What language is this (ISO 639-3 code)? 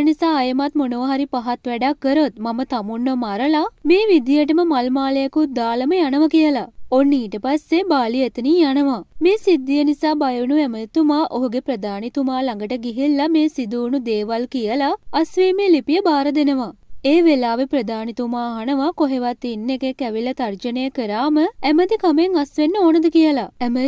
sin